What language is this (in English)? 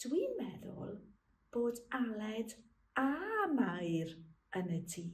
Welsh